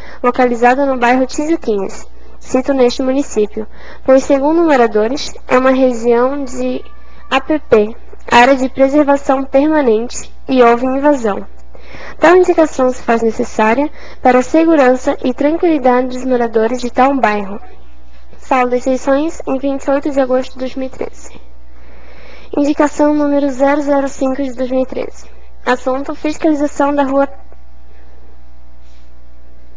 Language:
Portuguese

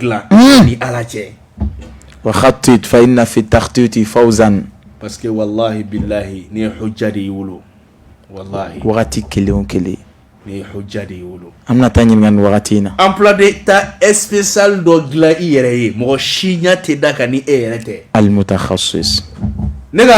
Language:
Bambara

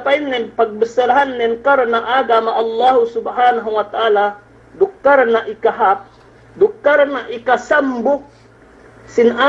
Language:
Yakan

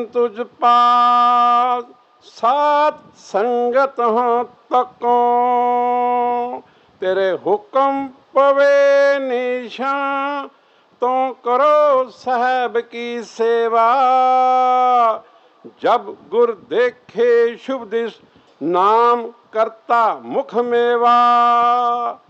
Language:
Punjabi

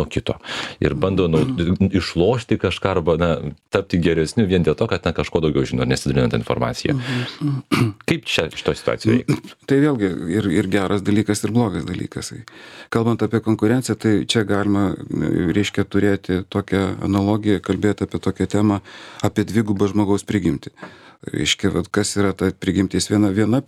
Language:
Lithuanian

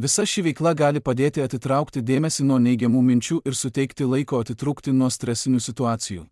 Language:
Lithuanian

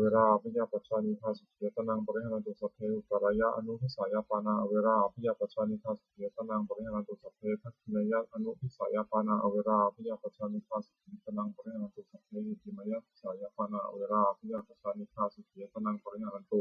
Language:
Pali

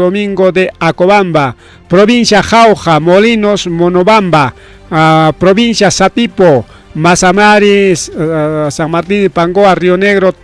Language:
Ayacucho Quechua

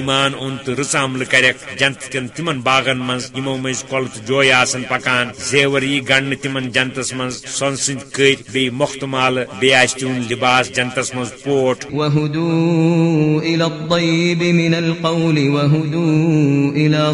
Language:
Kashmiri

